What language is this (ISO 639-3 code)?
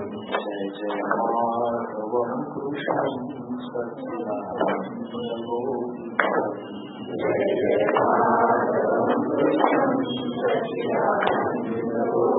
mar